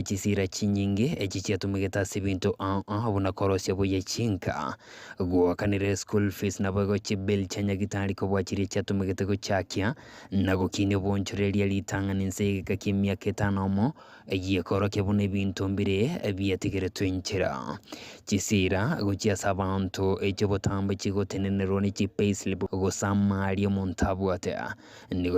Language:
Gusii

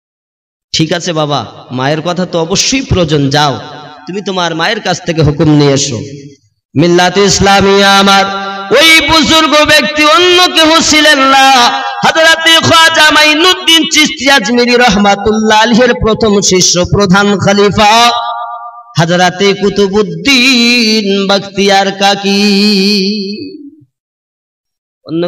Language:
Bangla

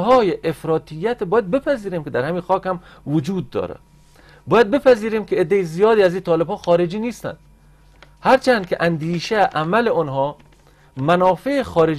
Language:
Persian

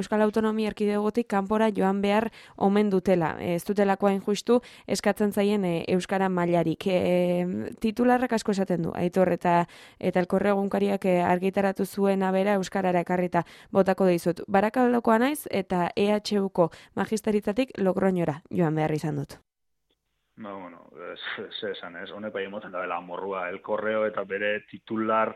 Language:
Basque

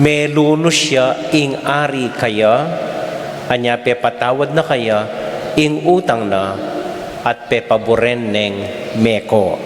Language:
Pampanga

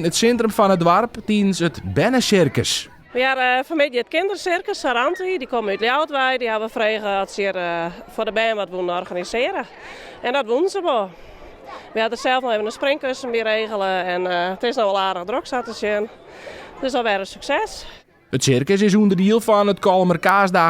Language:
Western Frisian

